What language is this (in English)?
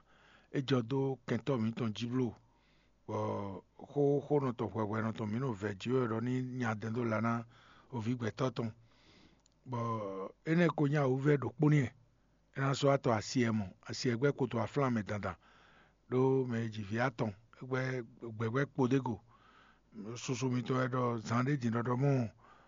Fon